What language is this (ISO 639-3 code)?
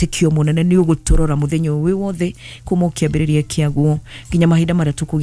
kik